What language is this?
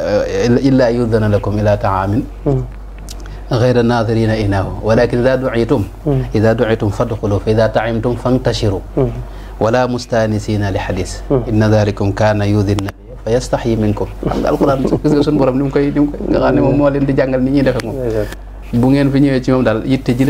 Wolof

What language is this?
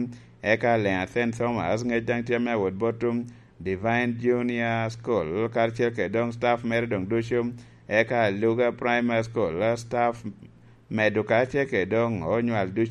Lango (Uganda)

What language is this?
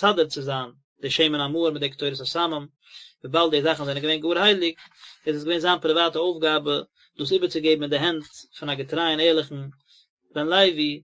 Yiddish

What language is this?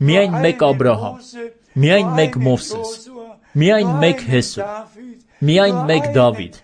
Armenian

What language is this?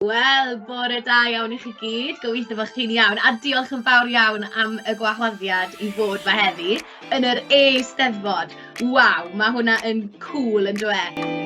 Welsh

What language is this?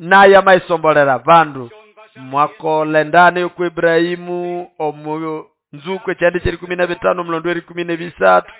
Nande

